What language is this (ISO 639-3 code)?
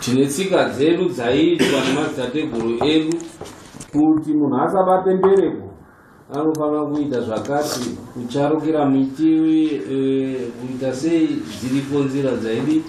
sna